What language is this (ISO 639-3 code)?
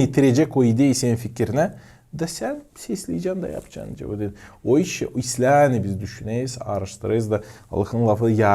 gag